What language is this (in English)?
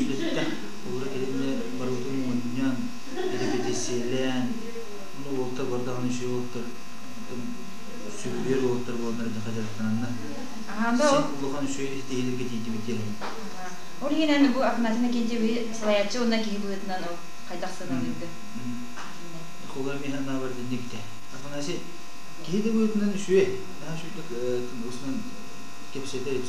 Yakut